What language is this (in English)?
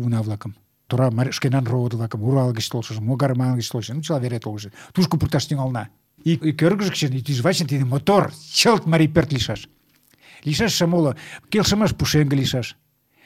Mari